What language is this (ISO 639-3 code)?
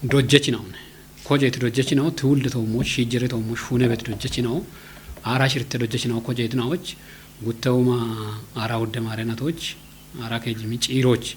kbr